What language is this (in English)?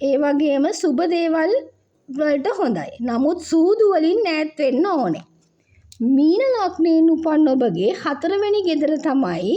Sinhala